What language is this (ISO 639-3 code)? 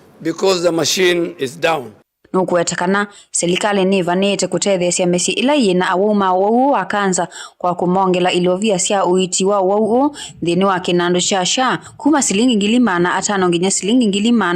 kam